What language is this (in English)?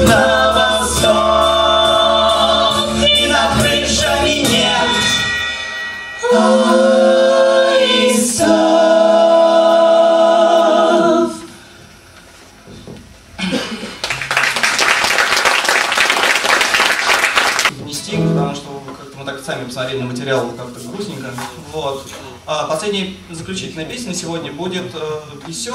Russian